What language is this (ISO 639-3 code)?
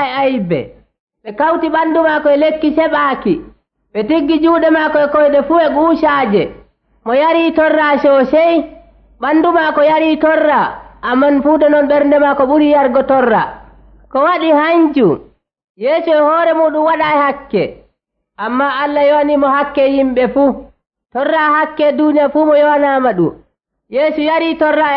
fuv